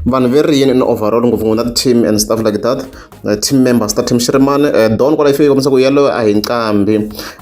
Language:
Tsonga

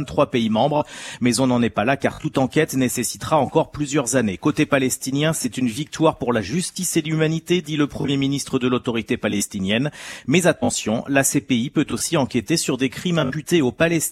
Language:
French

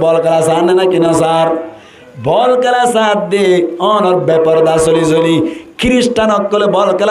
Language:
Rohingya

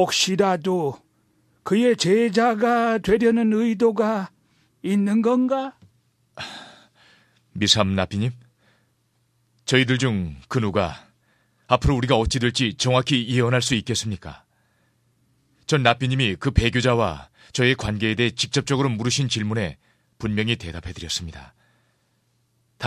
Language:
Korean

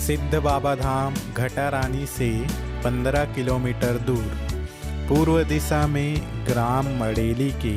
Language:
Chhattisgarhi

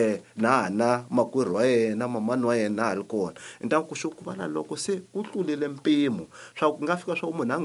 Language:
Tsonga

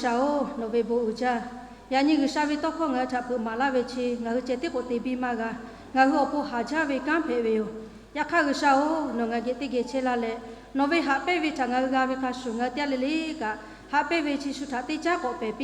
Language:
Lahu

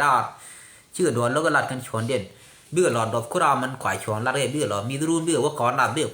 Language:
Nuer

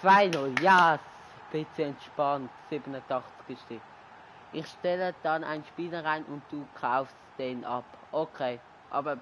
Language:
Swiss German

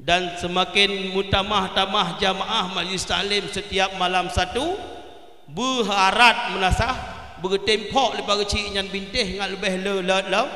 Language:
Achinese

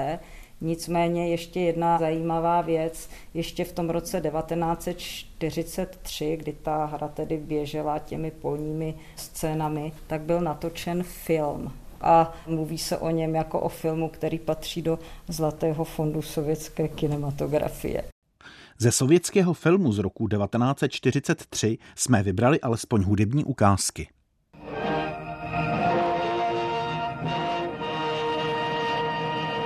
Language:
Czech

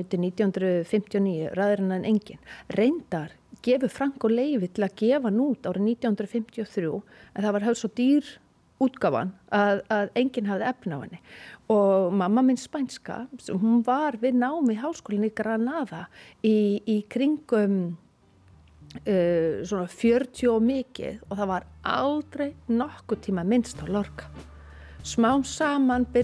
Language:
Icelandic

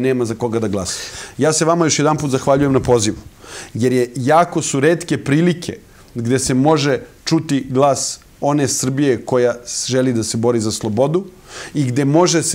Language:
Serbian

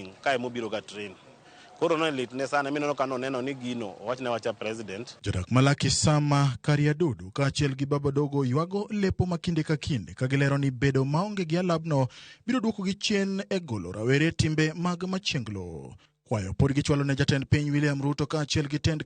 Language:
Luo (Kenya and Tanzania)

